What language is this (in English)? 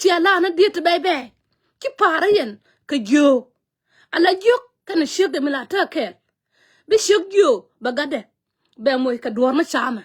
Nuer